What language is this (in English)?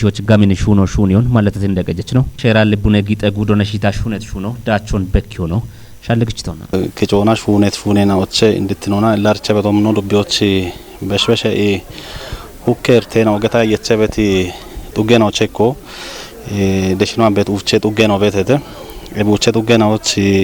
Kafa